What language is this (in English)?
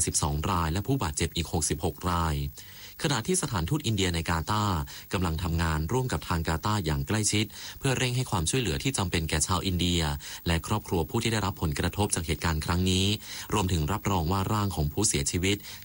Thai